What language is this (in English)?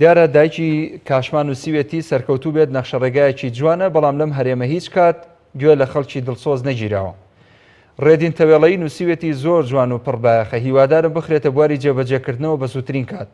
Central Kurdish